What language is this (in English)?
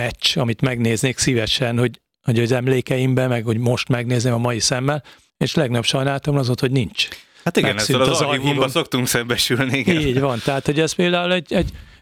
Hungarian